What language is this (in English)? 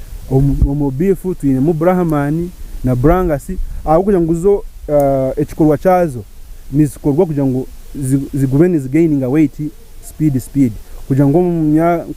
Nyankole